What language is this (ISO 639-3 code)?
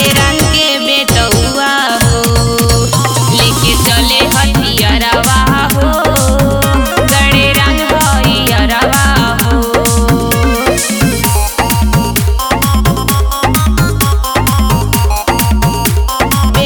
bho